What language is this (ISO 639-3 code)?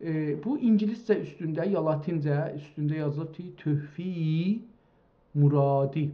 azb